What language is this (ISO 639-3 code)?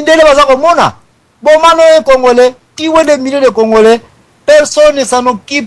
lin